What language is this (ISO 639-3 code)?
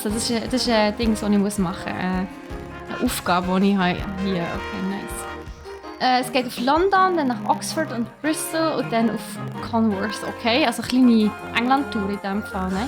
gsw